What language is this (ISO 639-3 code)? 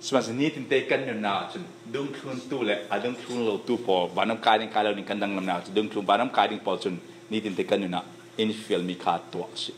cfm